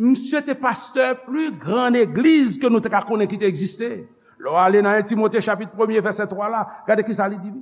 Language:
Haitian Creole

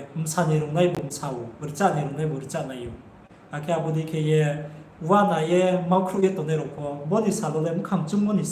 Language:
Riang (India)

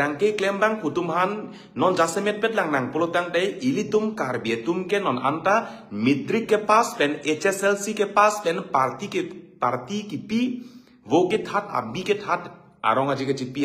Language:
Karbi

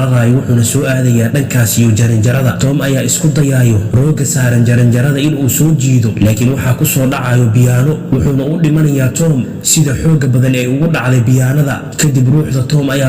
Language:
Somali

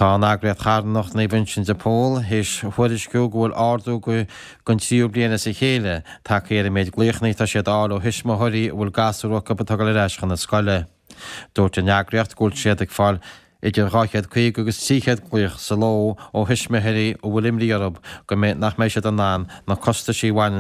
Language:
Irish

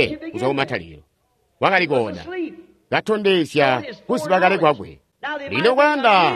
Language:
Tonga (Zambia)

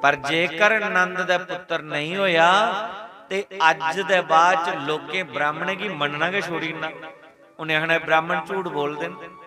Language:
Dogri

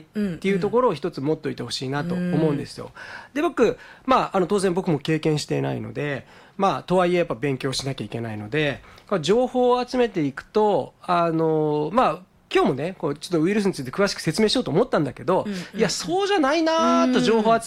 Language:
Japanese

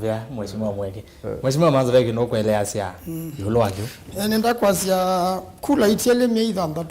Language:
Kamba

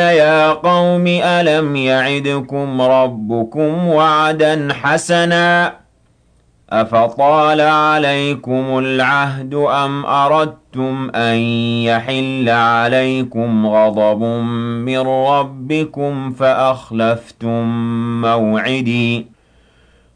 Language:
Arabic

